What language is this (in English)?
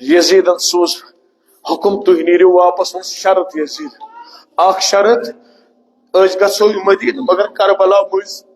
Kashmiri